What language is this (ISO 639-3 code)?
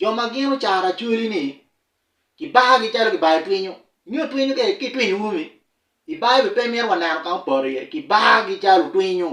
ach